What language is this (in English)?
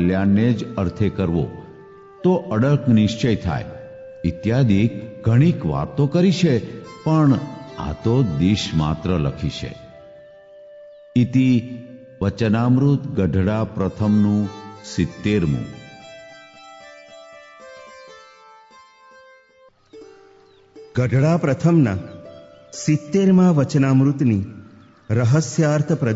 Gujarati